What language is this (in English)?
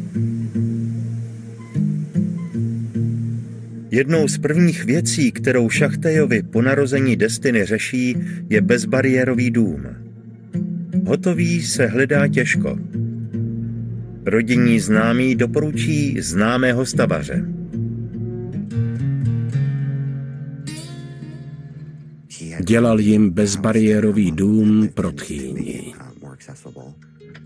Czech